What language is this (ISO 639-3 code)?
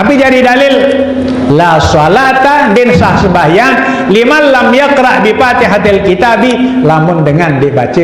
sas